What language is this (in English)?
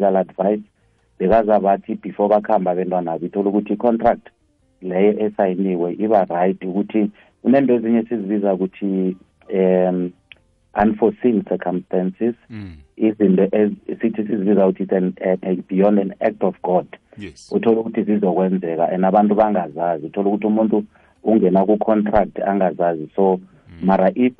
South Ndebele